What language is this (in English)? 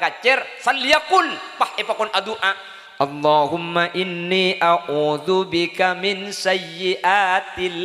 Madurese